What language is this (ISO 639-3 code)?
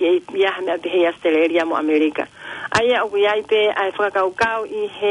ton